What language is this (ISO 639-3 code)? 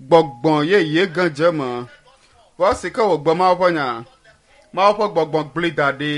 ewe